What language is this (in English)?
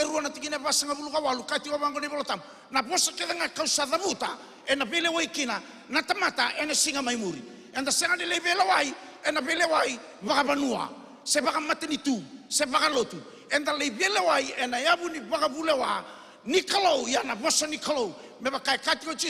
Fijian